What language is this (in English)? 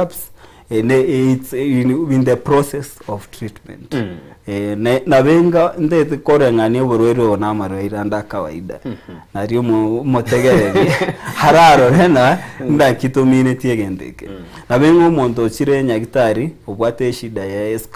Gusii